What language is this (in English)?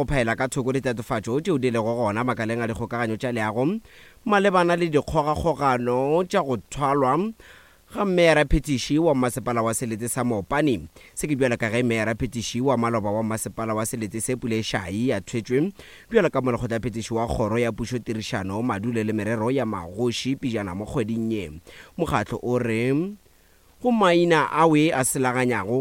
Northern Sotho